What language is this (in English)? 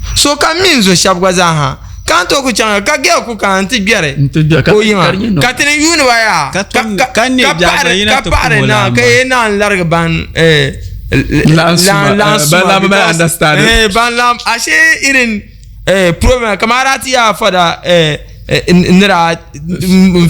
Dagbani